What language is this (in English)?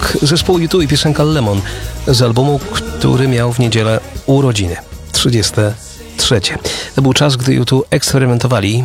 Polish